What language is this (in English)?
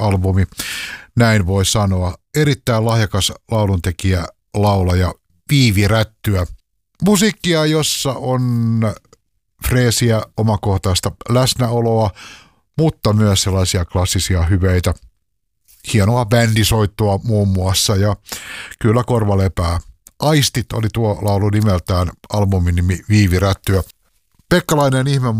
Finnish